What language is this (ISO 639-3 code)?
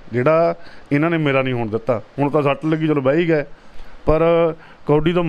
pan